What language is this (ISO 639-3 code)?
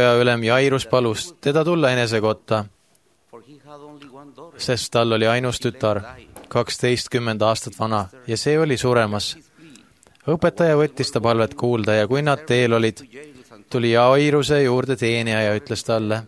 est